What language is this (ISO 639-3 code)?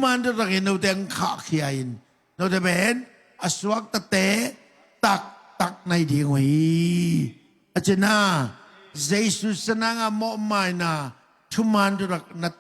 ctd